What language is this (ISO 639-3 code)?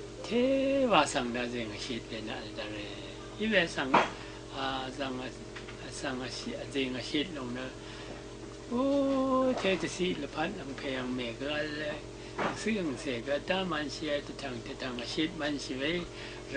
raw